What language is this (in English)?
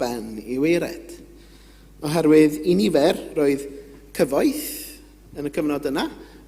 Welsh